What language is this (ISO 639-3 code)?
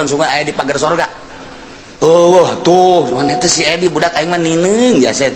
sun